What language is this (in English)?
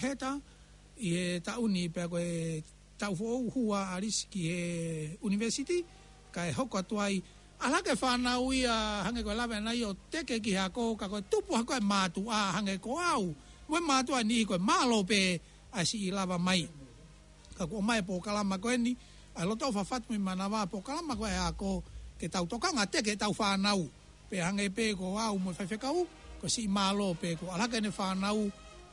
Tongan